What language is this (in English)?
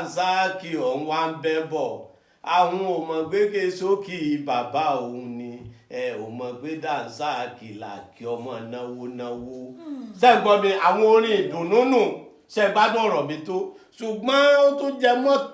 Yoruba